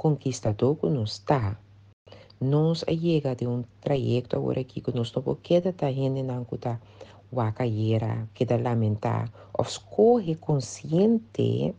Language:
Papiamento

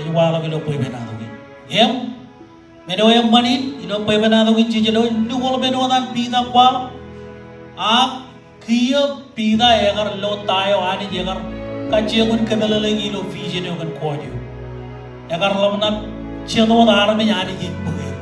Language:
Marshallese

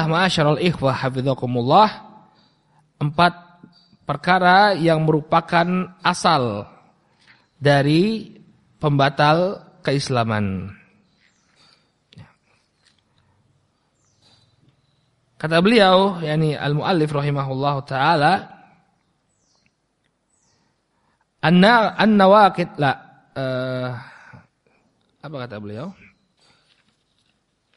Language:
Indonesian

